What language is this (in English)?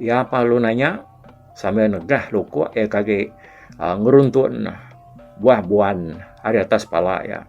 Iban